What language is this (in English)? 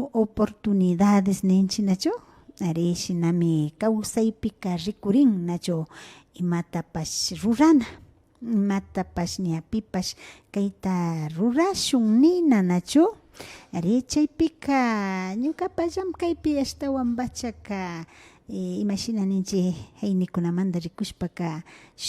Imbabura Highland Quichua